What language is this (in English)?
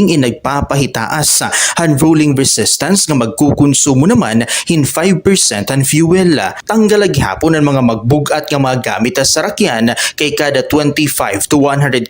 Waray